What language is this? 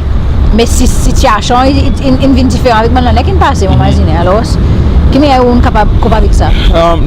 Seselwa Creole French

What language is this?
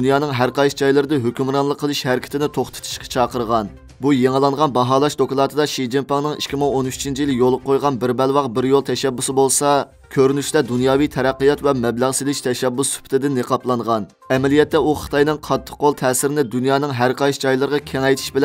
Uyghur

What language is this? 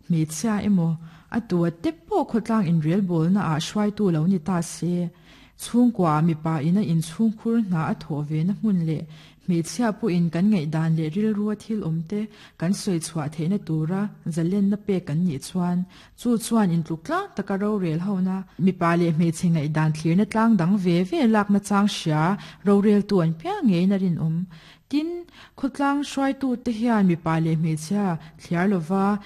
Mizo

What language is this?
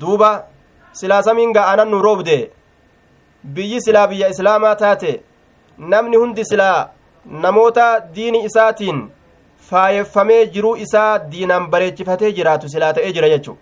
Somali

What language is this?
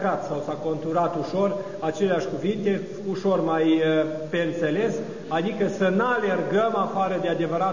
Romanian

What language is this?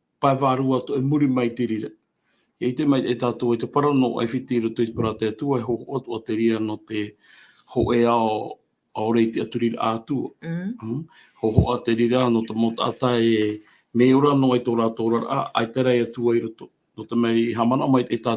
Tahitian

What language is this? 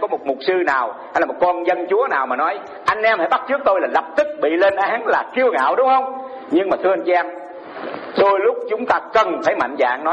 Vietnamese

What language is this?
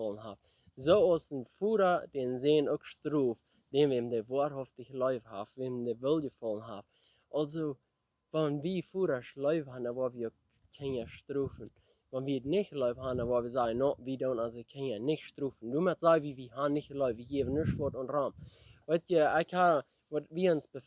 Plautdietsch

